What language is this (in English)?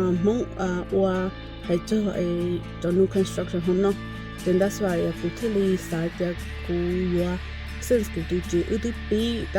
Hmong